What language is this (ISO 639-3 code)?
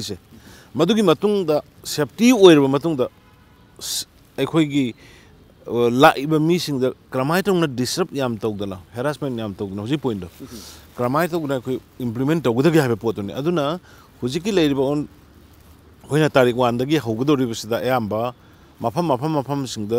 mni